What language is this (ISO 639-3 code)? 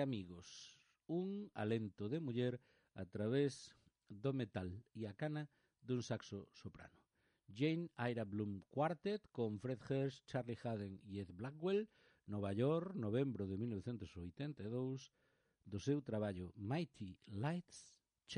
glg